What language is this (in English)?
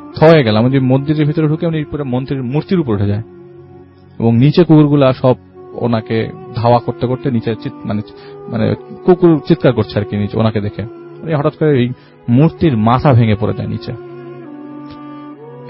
Bangla